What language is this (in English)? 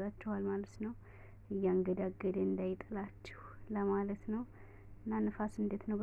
Amharic